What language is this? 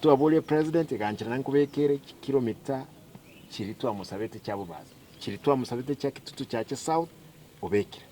Gusii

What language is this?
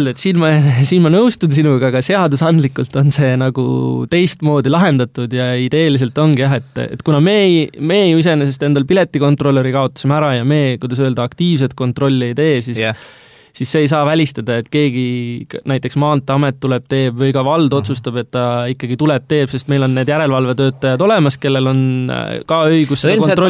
Estonian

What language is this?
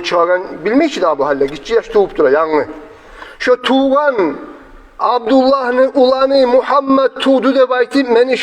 Kumyk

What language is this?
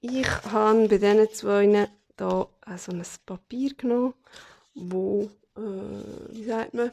Swiss German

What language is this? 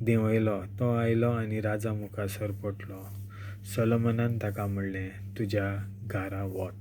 Konkani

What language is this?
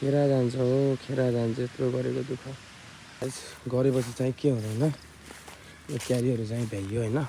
Nepali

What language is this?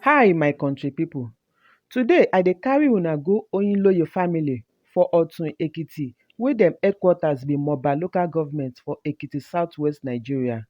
Nigerian Pidgin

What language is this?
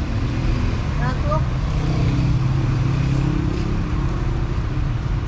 Persian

